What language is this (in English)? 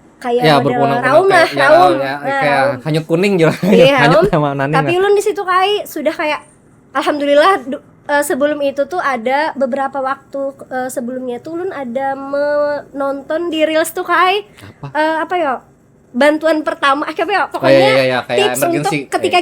Banjar